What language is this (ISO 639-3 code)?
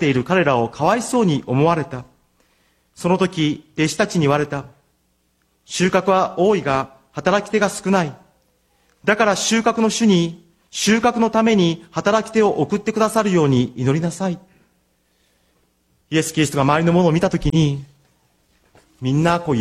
jpn